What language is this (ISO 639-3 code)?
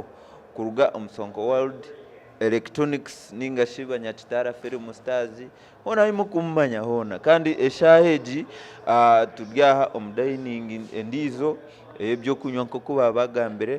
nyn